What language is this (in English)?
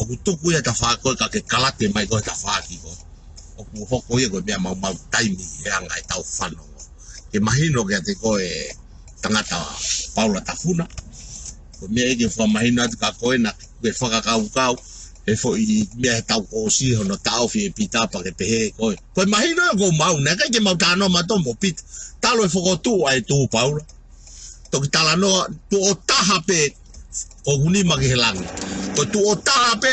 Tongan